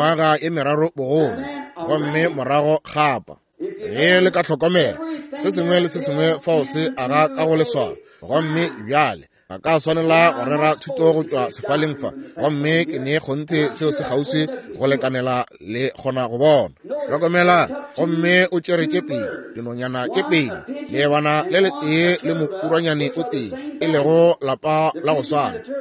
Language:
Northern Sotho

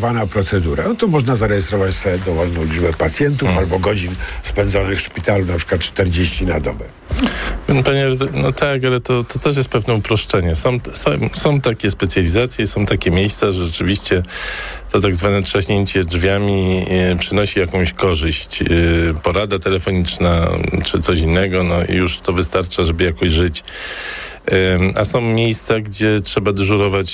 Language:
Polish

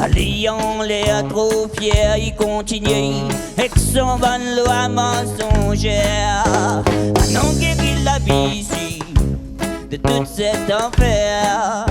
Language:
Réunion Creole French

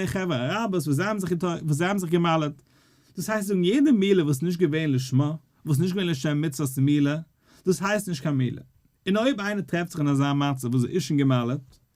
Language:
Yiddish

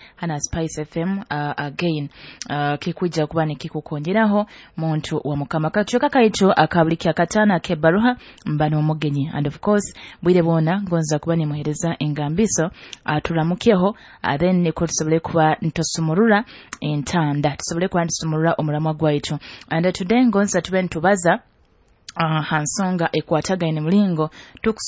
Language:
Nyoro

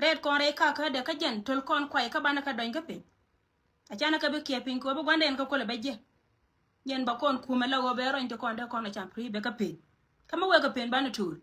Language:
Nuer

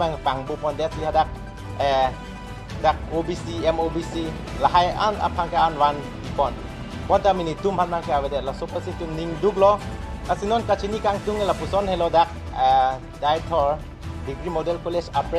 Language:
Karbi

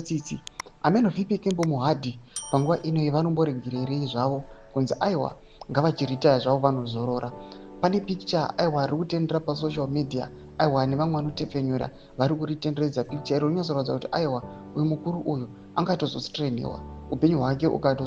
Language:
Shona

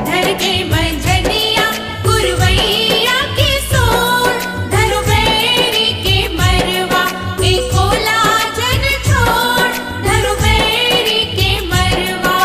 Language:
Chhattisgarhi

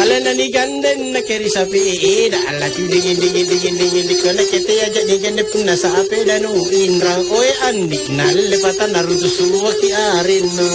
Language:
Makasar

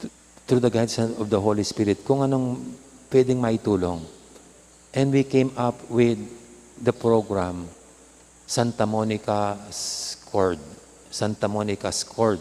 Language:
Pampanga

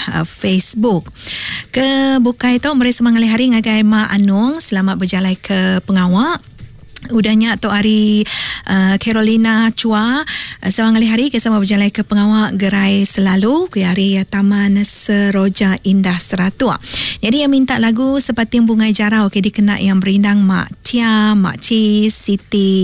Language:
Iban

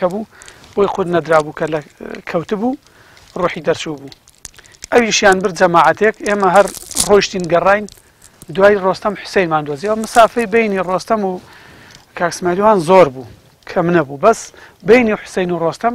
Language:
Central Kurdish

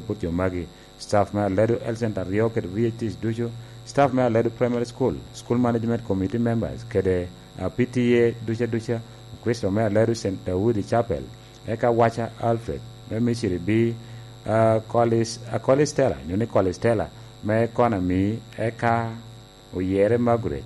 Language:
Lango (Uganda)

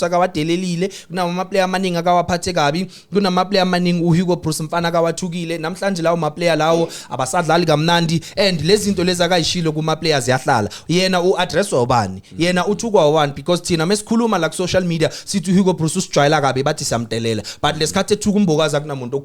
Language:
Zulu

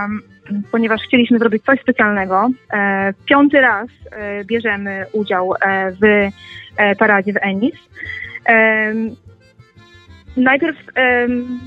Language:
Polish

